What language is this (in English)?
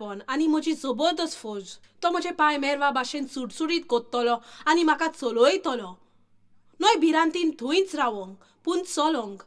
Konkani